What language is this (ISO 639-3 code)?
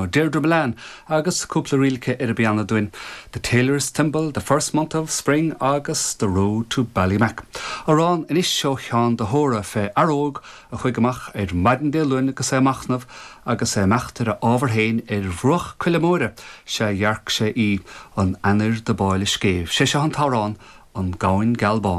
gle